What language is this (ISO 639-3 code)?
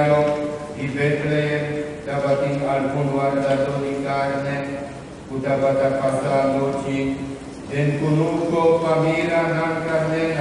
pap